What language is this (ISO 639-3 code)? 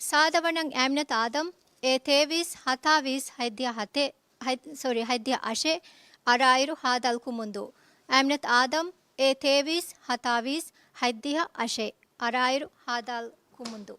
div